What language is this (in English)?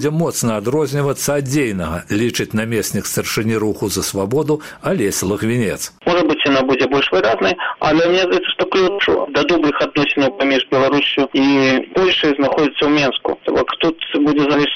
Belarusian